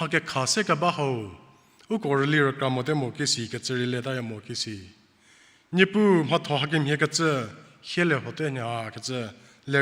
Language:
Angami Naga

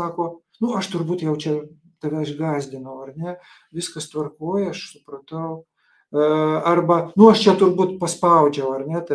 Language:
Lithuanian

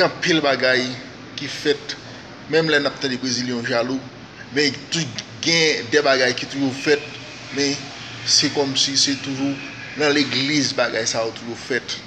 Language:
Haitian Creole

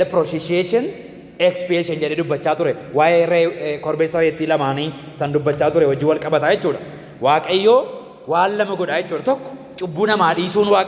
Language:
Oromo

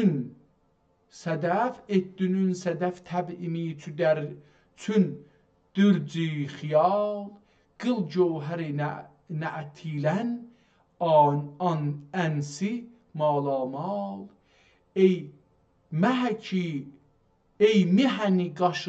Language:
South Azerbaijani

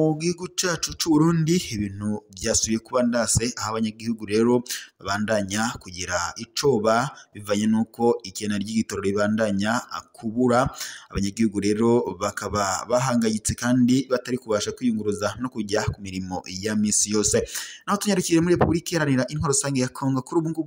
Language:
Rundi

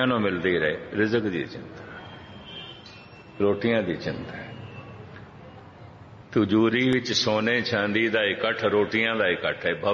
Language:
Punjabi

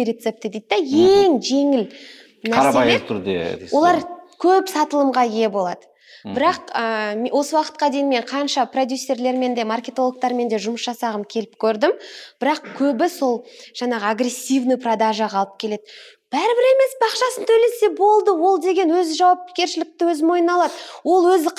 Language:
Kazakh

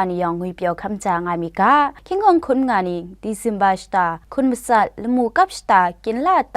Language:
Kachin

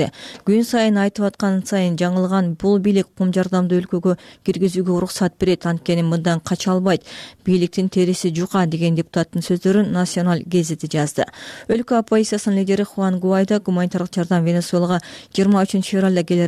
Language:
Kyrgyz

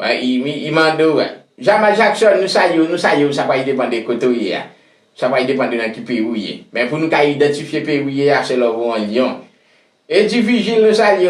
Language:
Haitian Creole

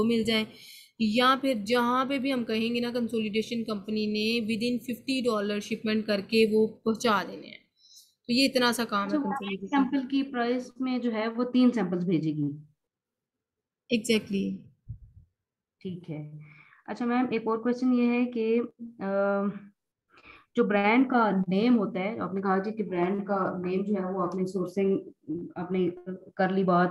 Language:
Hindi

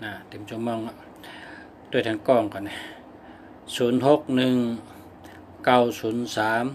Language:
Shan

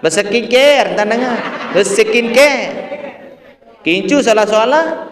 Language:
Sasak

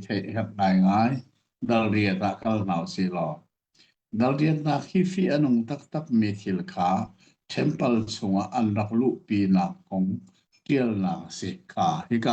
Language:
Hakha Chin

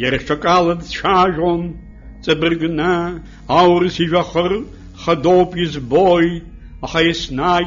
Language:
Abkhazian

